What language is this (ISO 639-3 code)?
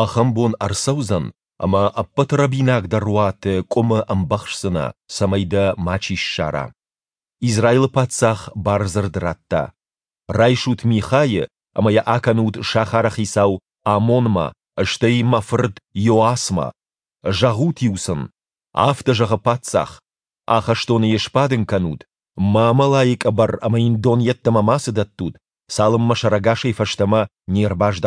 oss